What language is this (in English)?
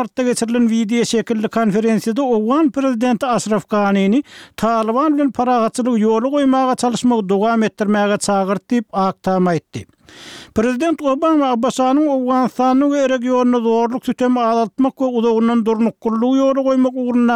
Turkmen